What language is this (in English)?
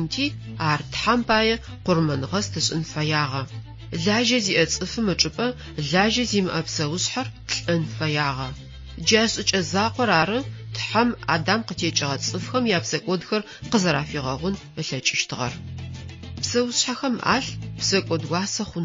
Adyghe